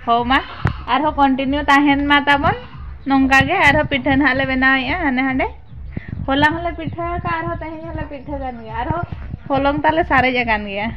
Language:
Santali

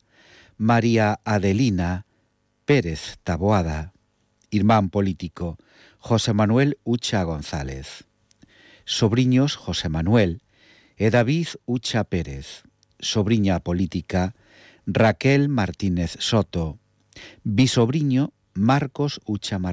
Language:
Galician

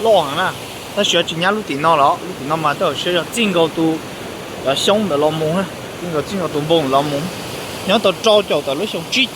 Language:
Hmong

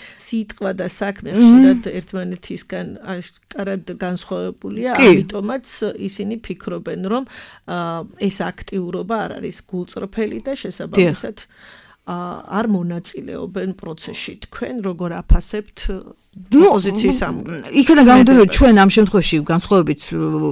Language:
Georgian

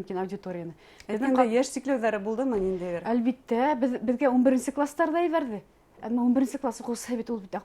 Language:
Bashkir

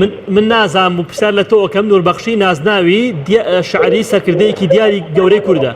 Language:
Central Kurdish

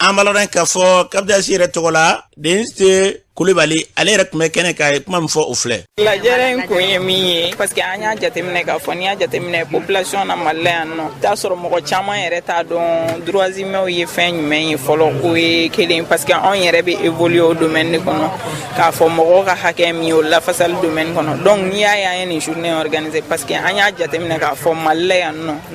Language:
Bambara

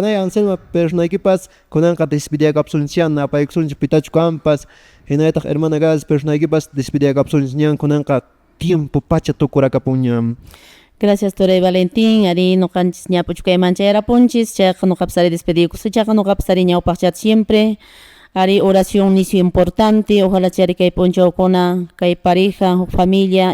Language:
Quechua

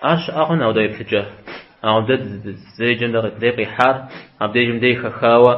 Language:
Kabardian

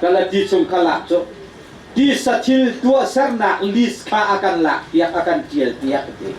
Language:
Hakha Chin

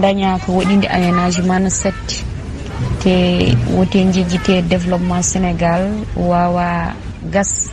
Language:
Fula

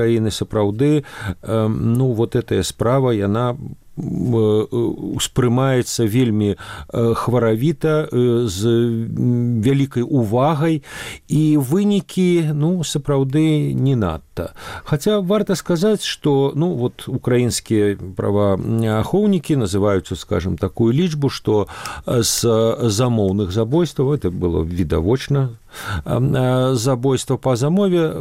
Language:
Belarusian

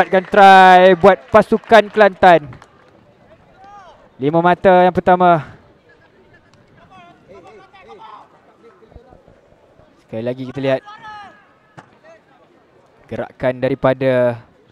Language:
Malay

